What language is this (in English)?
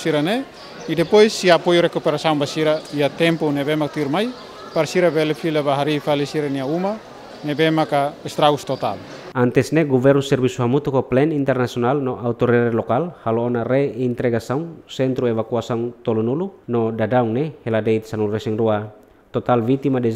Tetum